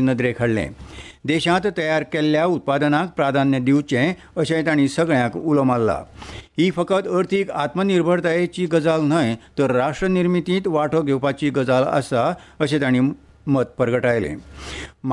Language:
Konkani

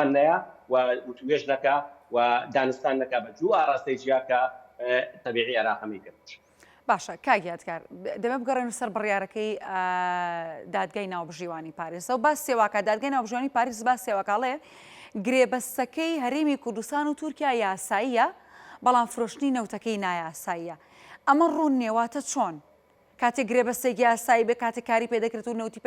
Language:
Central Kurdish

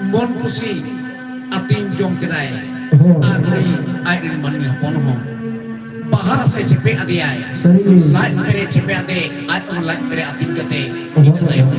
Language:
Santali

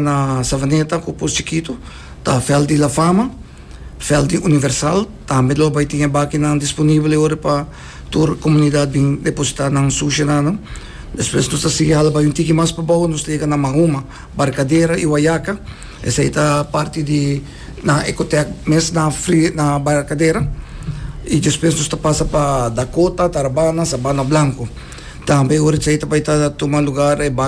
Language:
Papiamento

